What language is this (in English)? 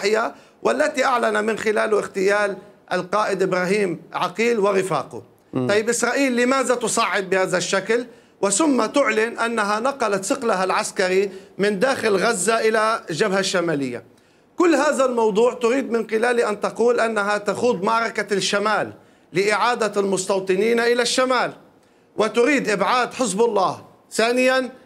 Mesopotamian Arabic